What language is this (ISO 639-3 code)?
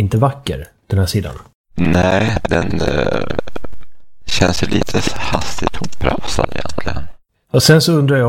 swe